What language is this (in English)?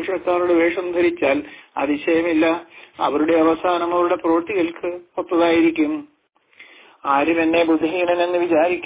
Malayalam